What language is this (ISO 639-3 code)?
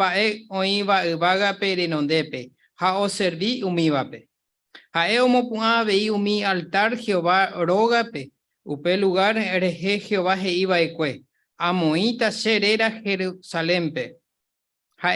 grn